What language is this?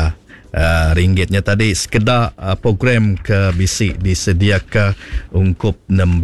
Iban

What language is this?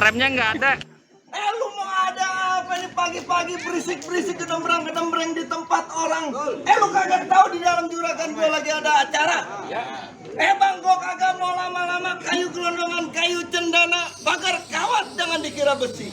Betawi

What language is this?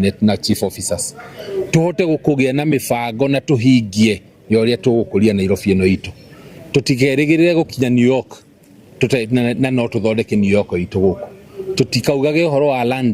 Kikuyu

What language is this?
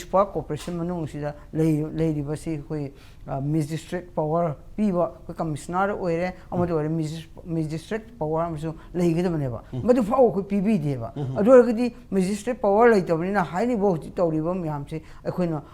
Manipuri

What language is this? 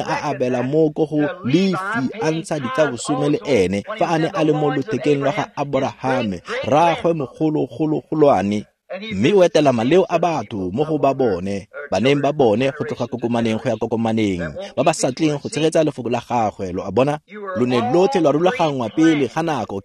Tswana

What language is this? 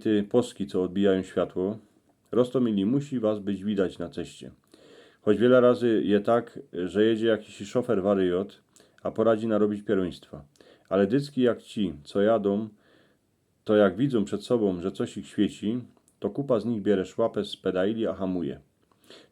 Silesian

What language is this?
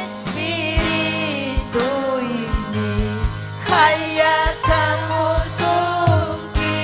Ayacucho Quechua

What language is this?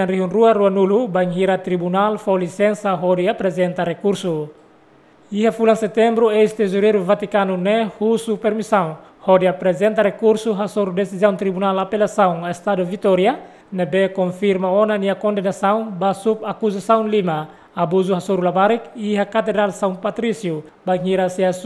Tetum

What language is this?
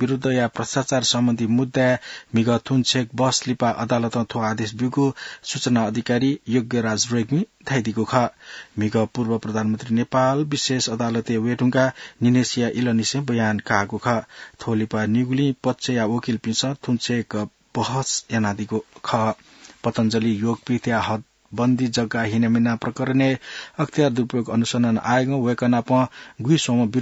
Newari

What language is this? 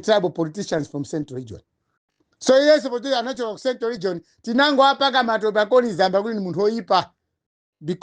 Nyanja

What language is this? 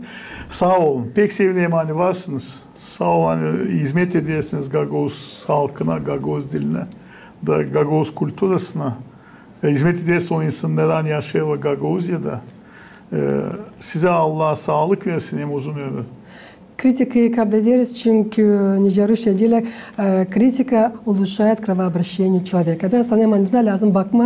Gagauz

